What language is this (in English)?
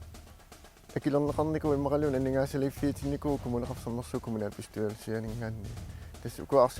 Kalaallisut